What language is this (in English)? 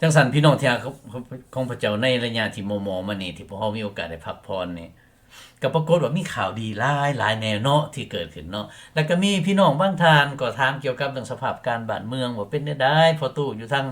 Lao